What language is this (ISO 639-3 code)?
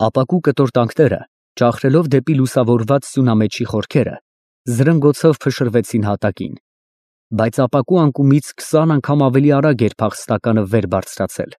hye